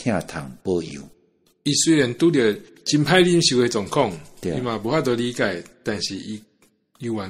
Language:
Min Nan Chinese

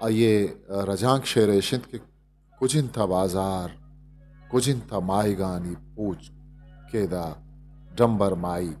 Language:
Eastern Balochi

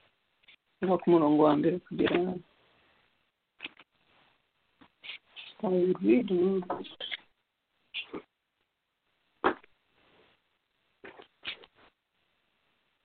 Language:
Kinyarwanda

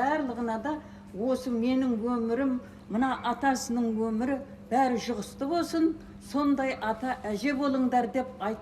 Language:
Kazakh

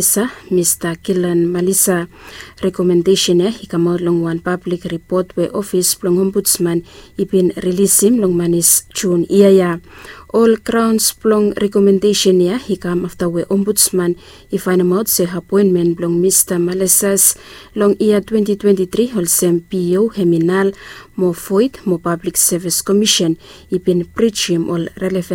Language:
Bislama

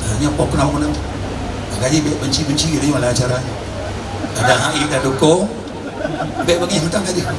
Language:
Achinese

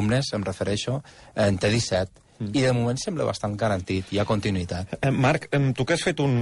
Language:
Catalan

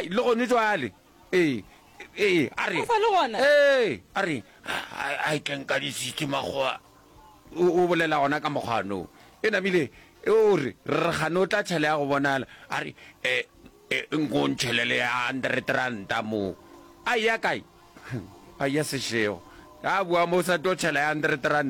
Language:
Northern Sotho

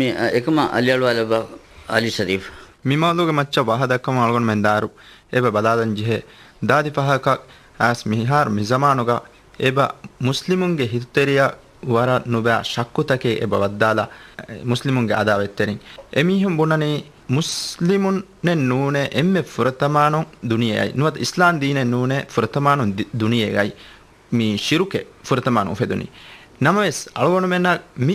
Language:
Divehi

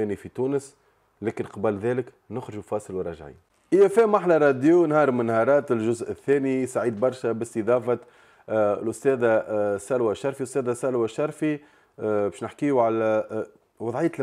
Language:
Tunisian Arabic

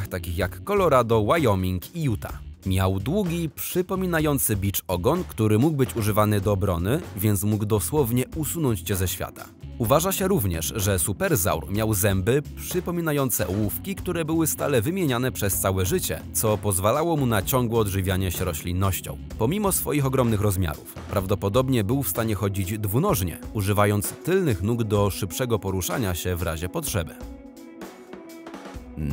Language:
Polish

